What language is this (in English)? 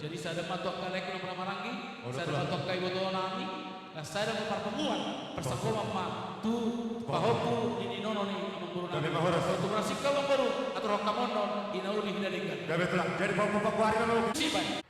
Batak Toba